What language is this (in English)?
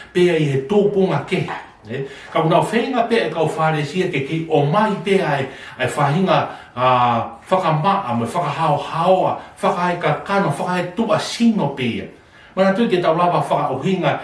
Tongan